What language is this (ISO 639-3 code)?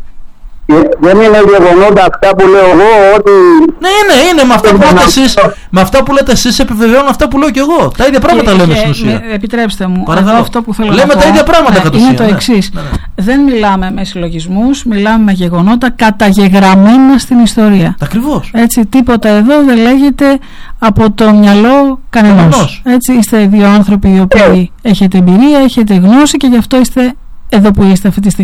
ell